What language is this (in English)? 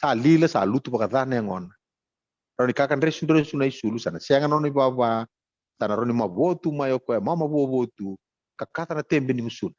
Fijian